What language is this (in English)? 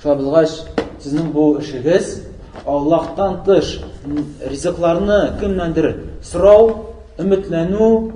Tatar